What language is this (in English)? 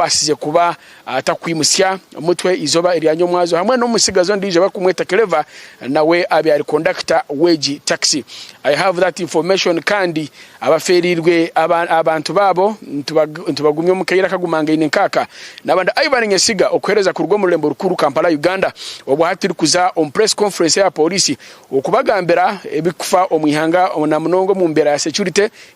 Nyankole